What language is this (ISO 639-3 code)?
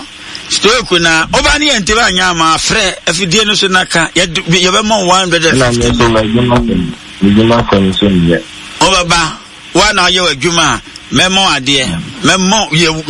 aka